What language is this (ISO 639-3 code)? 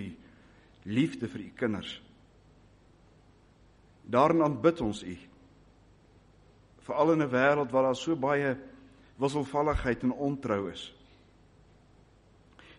afr